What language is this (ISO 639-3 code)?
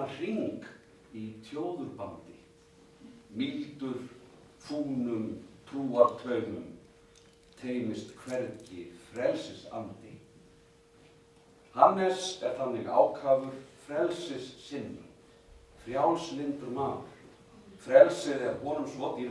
isl